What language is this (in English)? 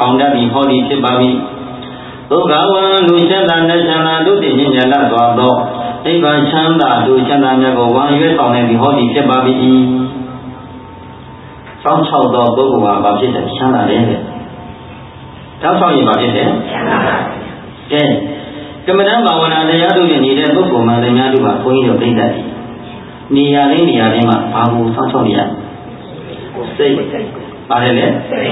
Burmese